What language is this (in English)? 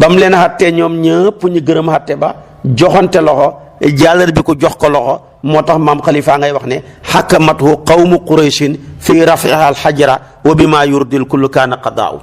Wolof